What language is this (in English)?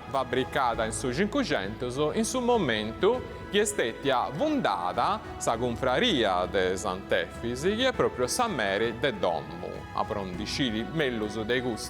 Sardinian